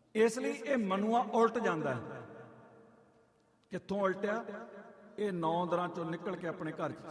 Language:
Punjabi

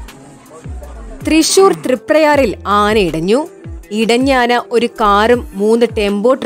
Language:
Malayalam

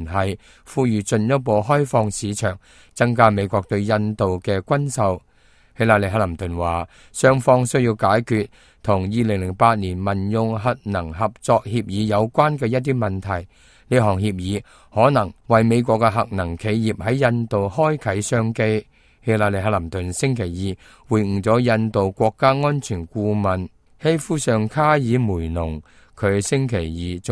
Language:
Cantonese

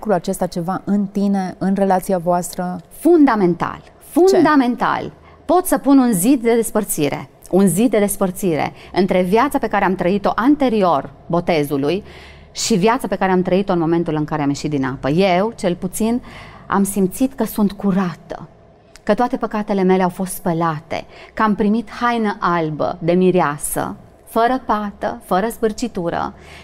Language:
Romanian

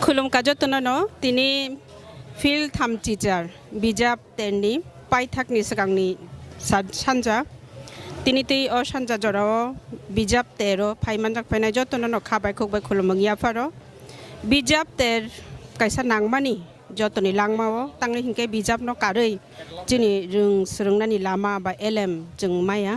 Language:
Kok Borok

